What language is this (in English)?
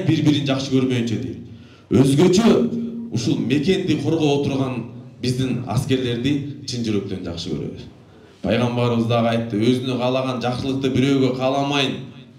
Kyrgyz